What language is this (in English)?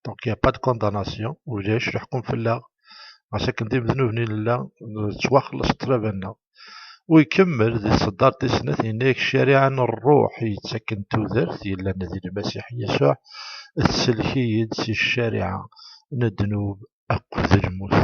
Kabyle